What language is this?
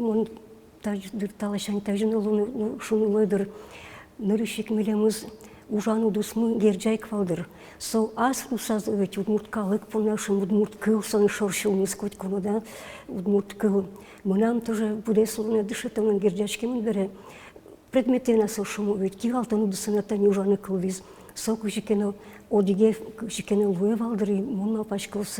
Udmurt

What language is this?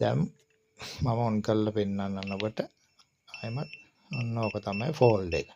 Sinhala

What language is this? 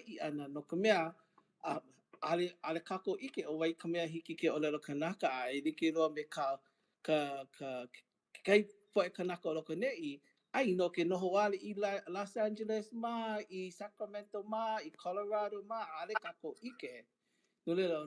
Hawaiian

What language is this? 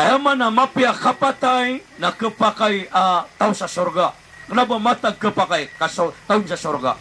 Maranao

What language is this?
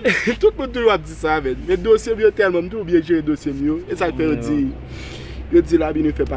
Haitian Creole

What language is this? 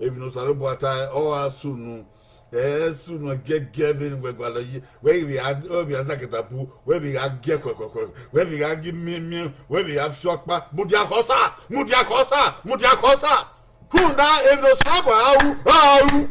Bini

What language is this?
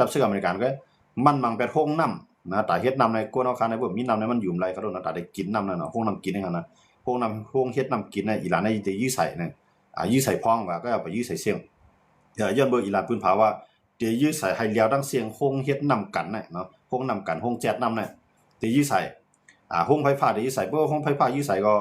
Shan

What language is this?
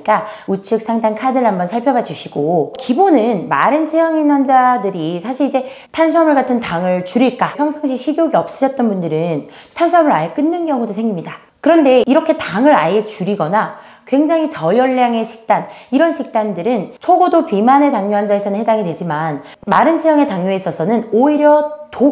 Korean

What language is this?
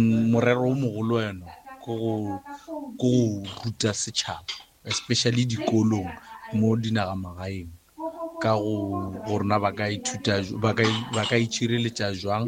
Northern Sotho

